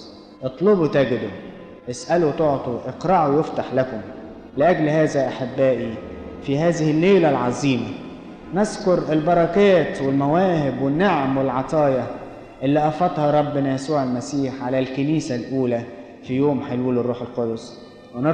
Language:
Egyptian Arabic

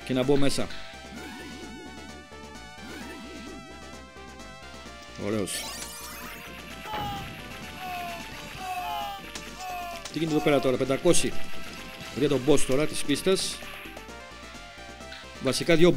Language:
Greek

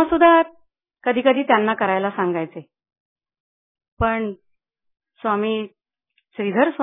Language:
Marathi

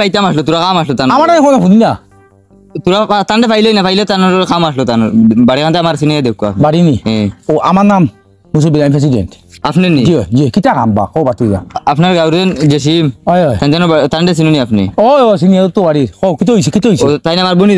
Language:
Sylheti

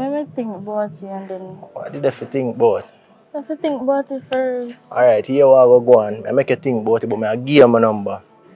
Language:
Jamaican Creole English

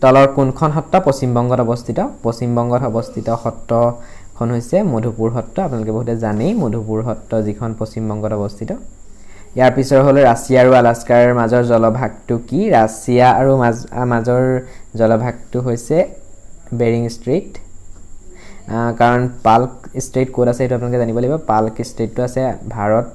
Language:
Assamese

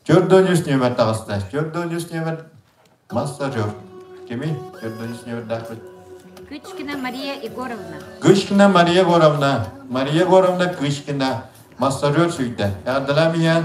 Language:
Yakut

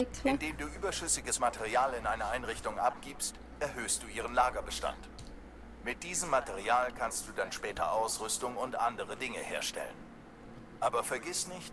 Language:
Swiss German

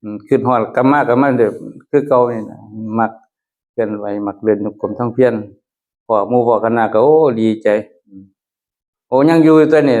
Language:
Northeastern Thai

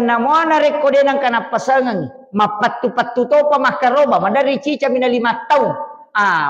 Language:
Buginese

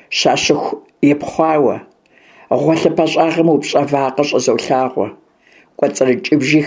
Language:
Kabardian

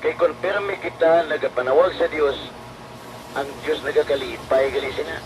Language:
Hiligaynon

